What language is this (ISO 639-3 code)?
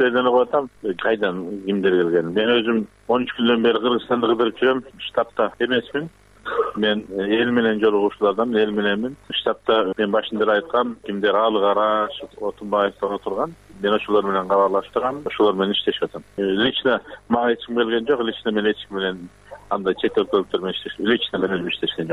kir